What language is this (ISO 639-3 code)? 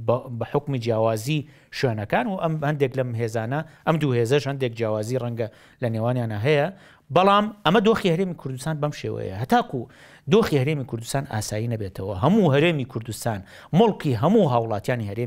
ckb